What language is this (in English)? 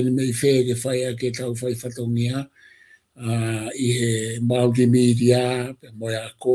Tongan